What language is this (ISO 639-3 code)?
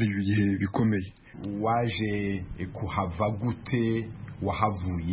kin